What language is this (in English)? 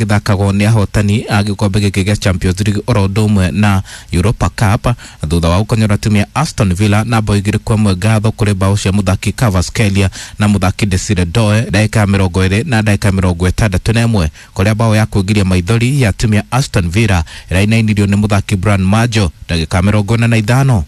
Kikuyu